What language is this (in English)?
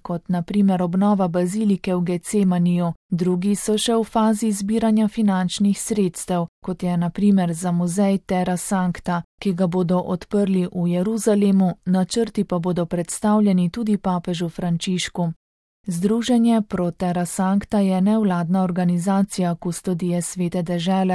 Slovenian